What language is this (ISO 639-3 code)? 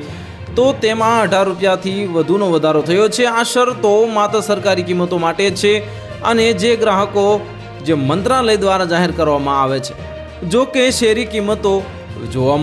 guj